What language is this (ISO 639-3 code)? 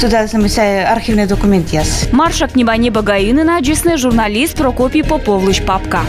kom